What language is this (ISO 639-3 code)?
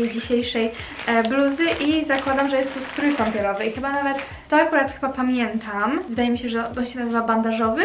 pol